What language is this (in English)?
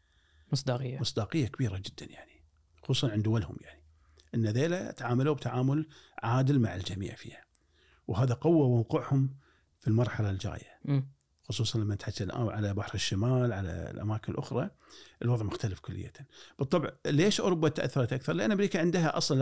Gulf Arabic